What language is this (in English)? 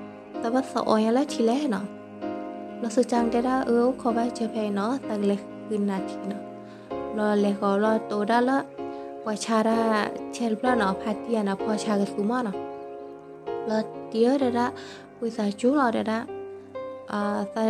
S'gaw Karen